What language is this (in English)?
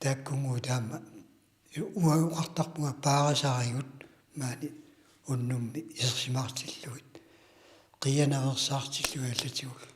Kalaallisut